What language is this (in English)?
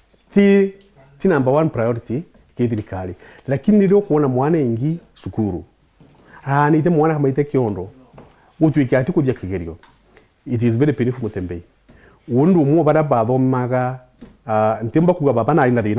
Meru